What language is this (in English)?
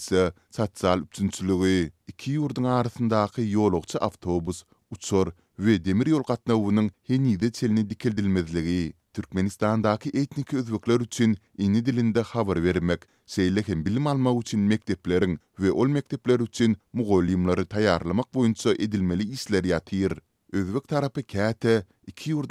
Turkmen